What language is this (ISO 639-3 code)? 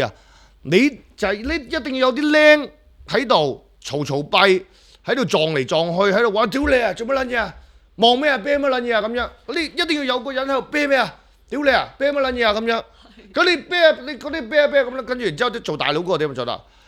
yue